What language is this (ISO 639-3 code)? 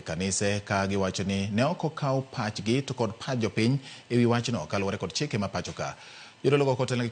luo